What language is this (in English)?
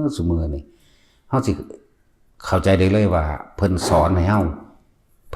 Northeastern Thai